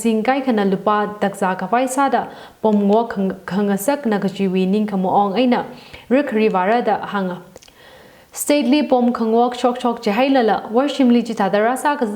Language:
Tangkhul Naga (India)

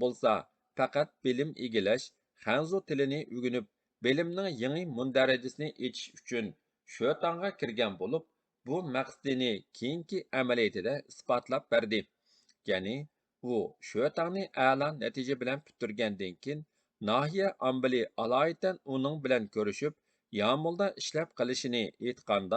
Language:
Uyghur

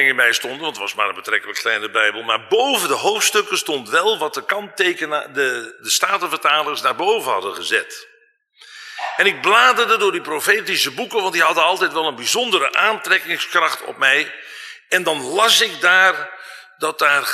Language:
Dutch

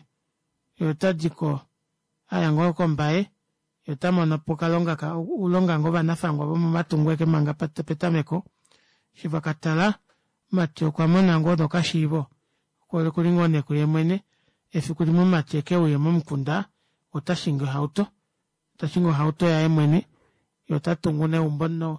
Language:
Kuanyama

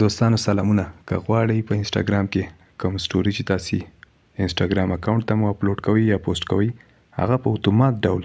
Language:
Pashto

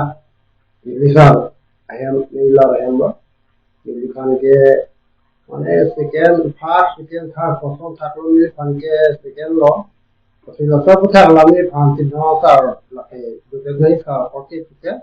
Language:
Karbi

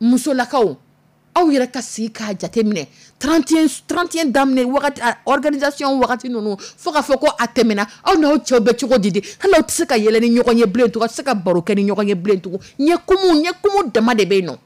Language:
Dyula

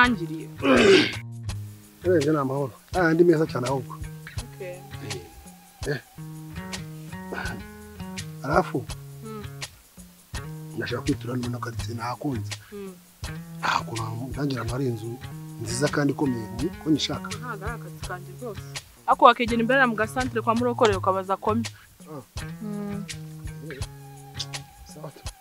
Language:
Kinyarwanda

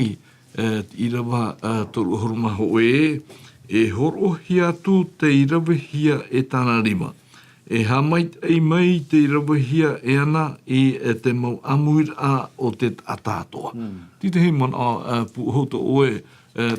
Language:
Tahitian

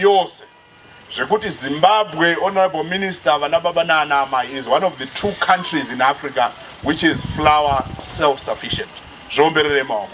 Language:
Shona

